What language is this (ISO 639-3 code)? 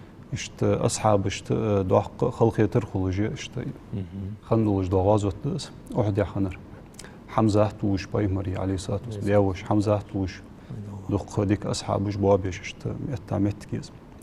inh